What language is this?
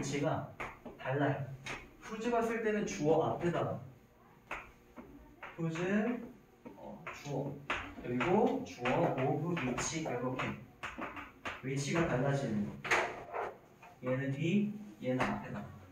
Korean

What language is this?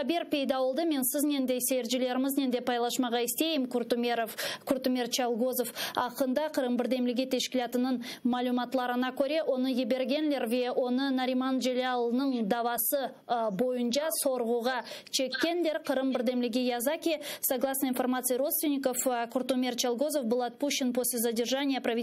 Crimean Tatar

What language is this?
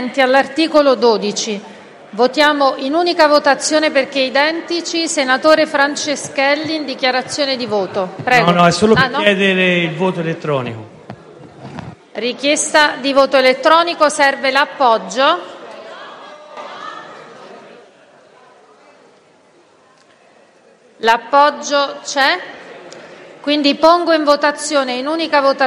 Italian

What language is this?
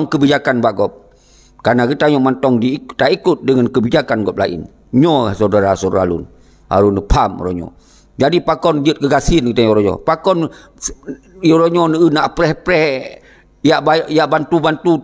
Achinese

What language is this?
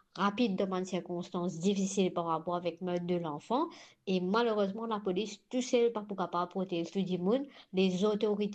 Morisyen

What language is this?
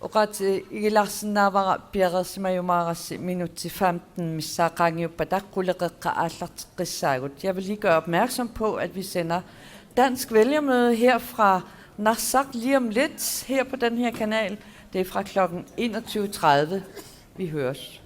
Kalaallisut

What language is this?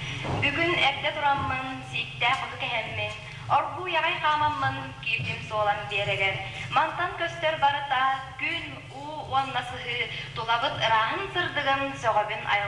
Yakut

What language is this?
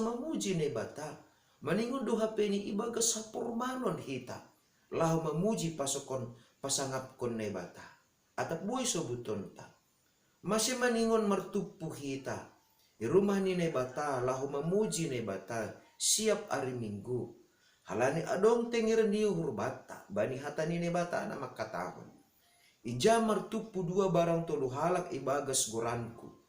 Batak Simalungun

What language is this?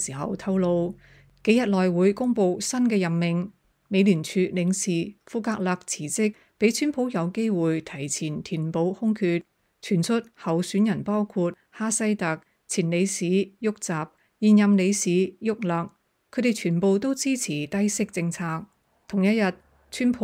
Cantonese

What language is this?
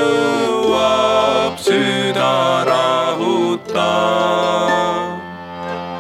Estonian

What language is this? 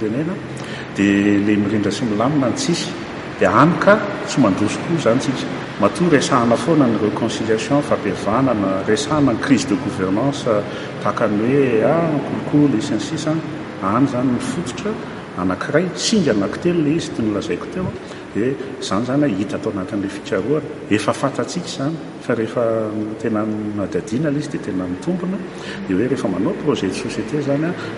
Malagasy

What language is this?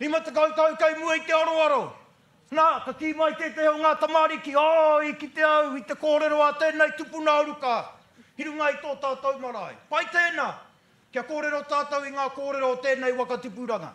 Māori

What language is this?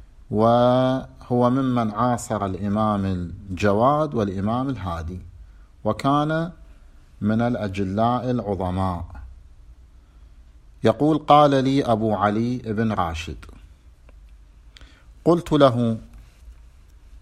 Arabic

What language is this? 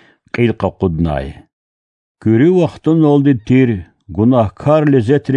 Lezghian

